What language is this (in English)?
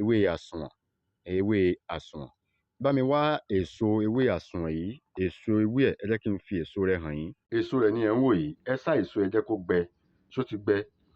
Yoruba